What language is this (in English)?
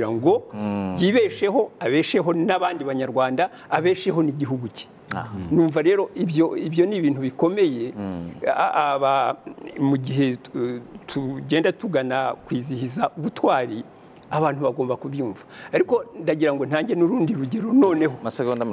Kinyarwanda